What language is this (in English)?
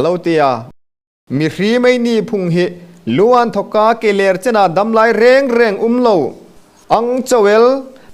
Hmar